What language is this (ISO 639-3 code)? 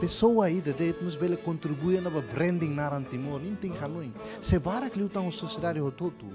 tet